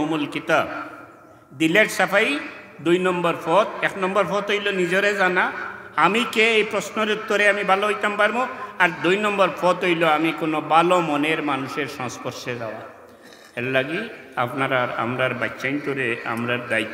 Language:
Sylheti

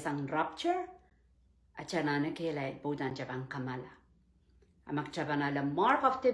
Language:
Pohnpeian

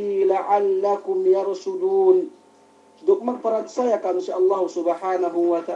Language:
Yakan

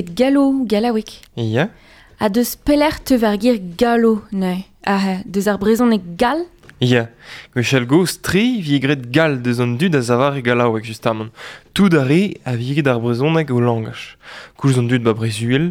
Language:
Breton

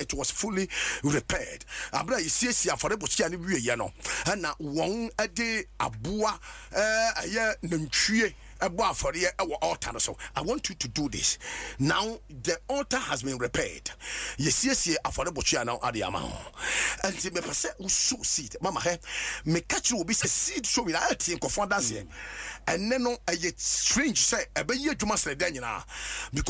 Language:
Akan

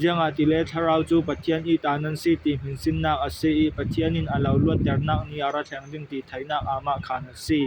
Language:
Falam Chin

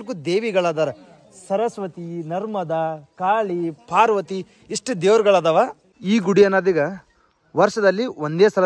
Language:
Kannada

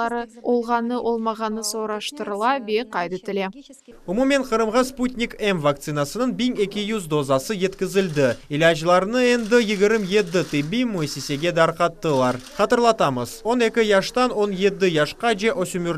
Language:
Crimean Tatar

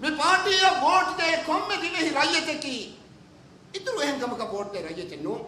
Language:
Divehi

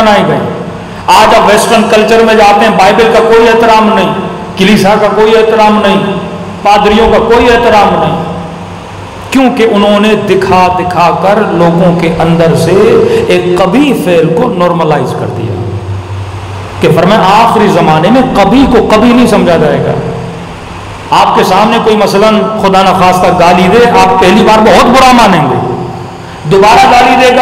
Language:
Urdu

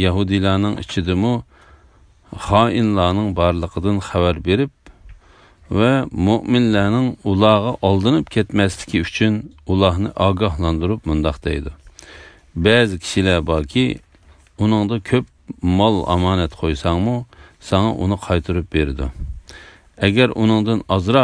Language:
Uyghur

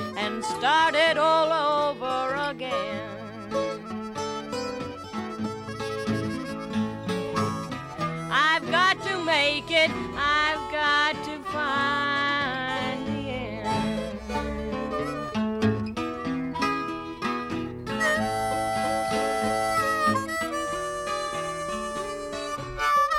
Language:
English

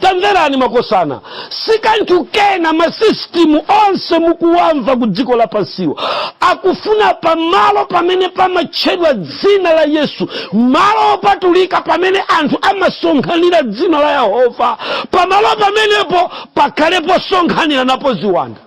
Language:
Nyanja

